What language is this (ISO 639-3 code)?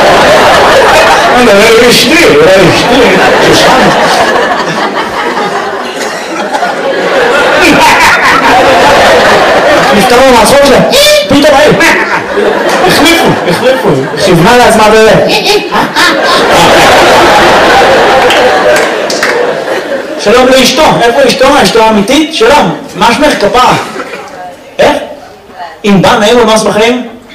heb